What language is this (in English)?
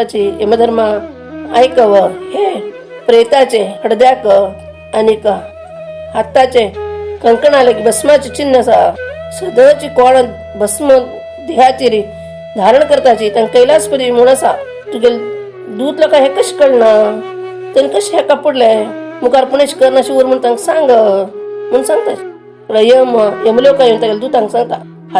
Konkani